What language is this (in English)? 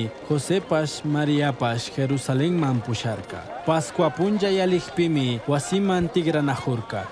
Chimborazo Highland Quichua